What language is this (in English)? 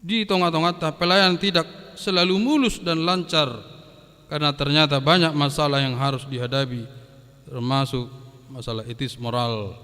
Batak Toba